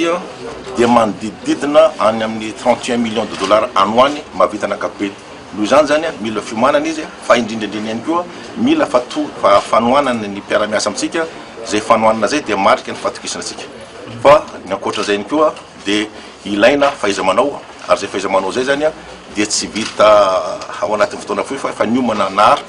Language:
Malagasy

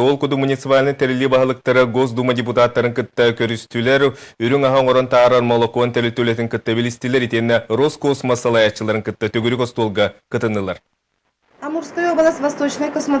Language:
Yakut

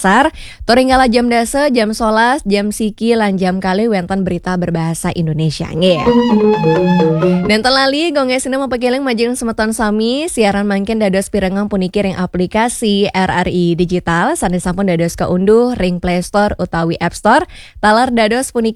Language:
Balinese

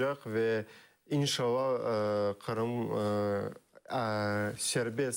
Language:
Crimean Tatar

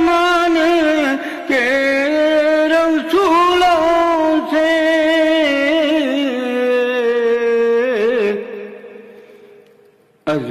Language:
Urdu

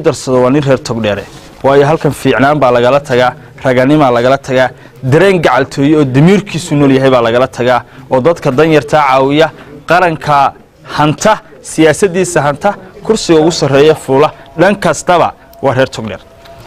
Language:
Somali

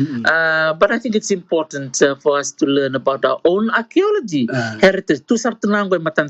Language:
Fijian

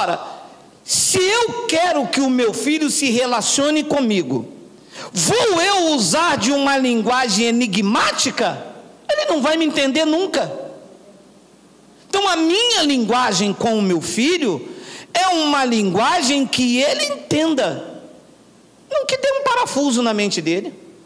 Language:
Portuguese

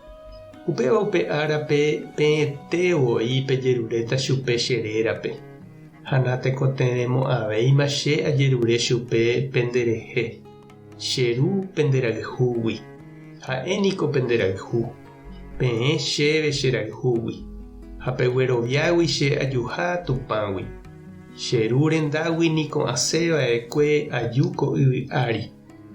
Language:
Guarani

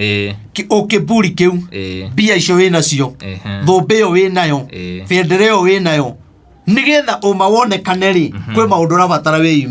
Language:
Kikuyu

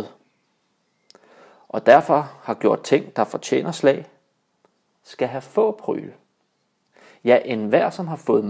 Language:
Danish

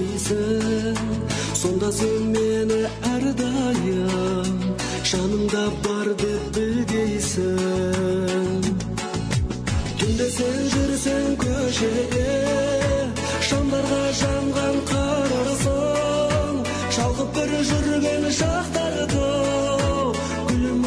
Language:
Kazakh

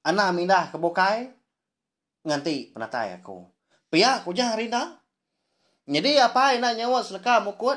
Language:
Iban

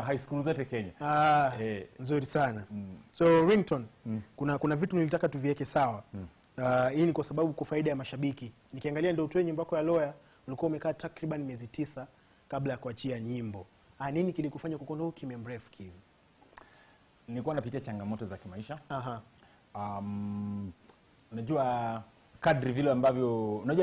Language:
Swahili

